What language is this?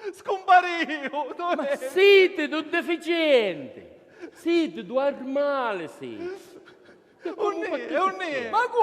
Sicilian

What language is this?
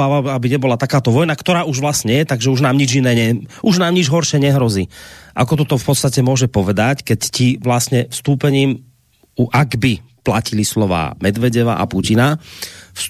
Slovak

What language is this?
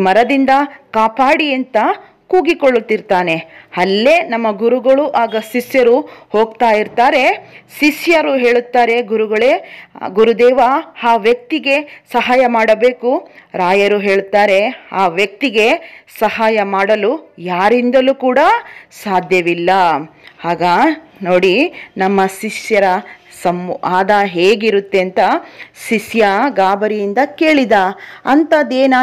Kannada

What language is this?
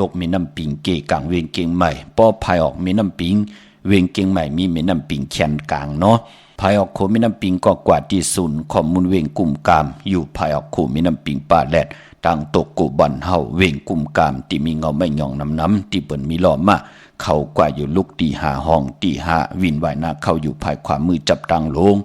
Shan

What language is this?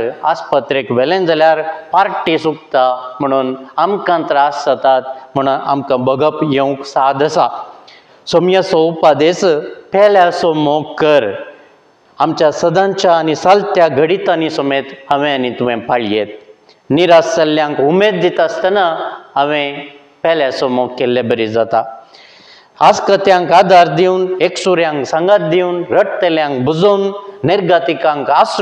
Konkani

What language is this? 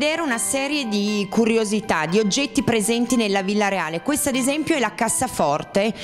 Italian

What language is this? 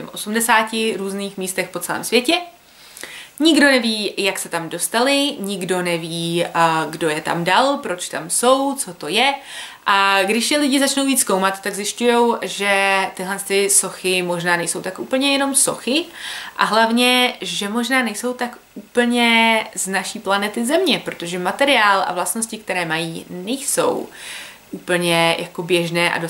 Czech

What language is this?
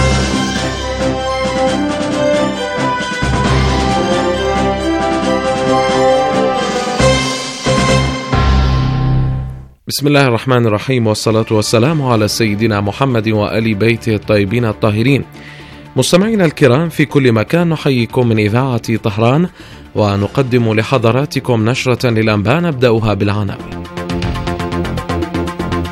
Arabic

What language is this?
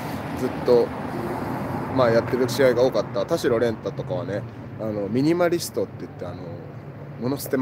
Japanese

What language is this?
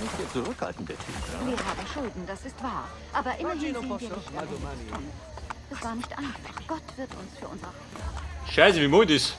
Bavarian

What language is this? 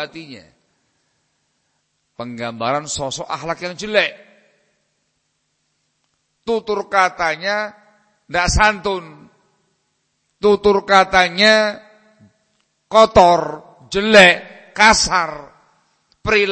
Indonesian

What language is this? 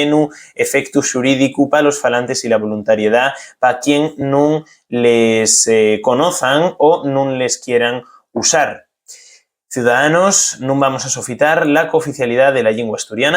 Asturian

